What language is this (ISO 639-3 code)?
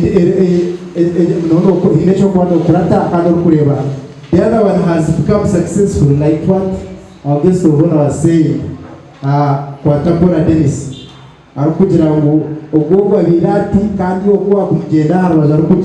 nyn